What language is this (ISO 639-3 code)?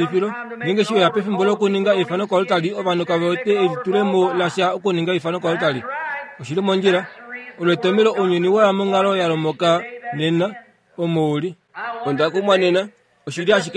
kua